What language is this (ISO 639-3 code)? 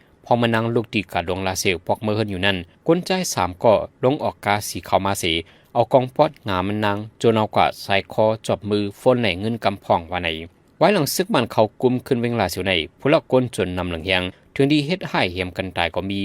shn